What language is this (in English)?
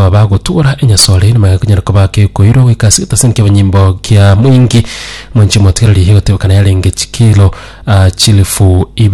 Gusii